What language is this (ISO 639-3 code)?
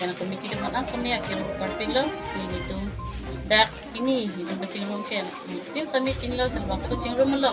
mjw